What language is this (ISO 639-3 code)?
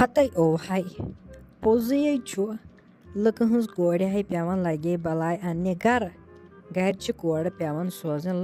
kas